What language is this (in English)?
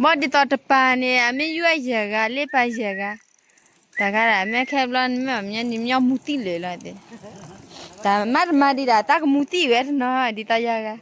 S'gaw Karen